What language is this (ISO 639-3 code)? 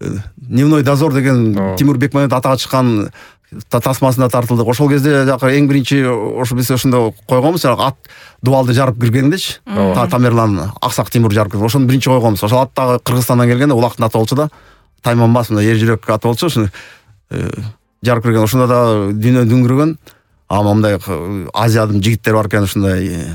kir